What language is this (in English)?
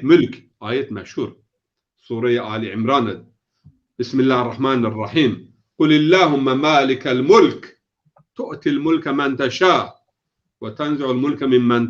Zaza